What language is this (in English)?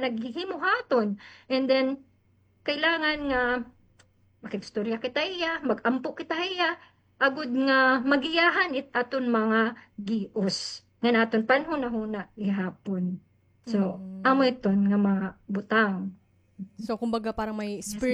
Waray